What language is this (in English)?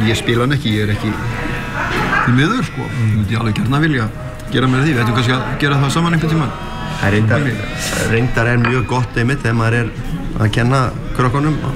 Icelandic